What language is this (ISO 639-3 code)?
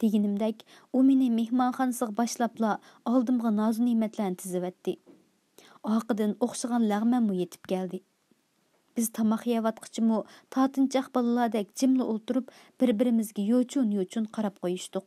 uig